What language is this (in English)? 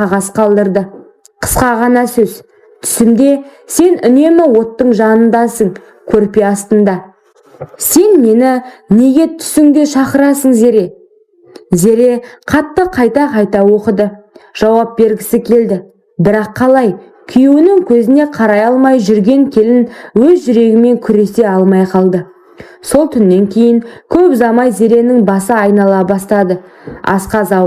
Kazakh